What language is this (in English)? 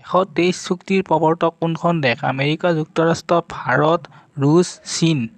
Assamese